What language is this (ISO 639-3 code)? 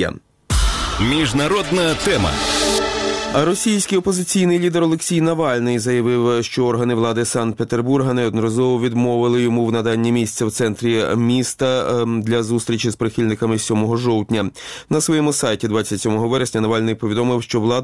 ukr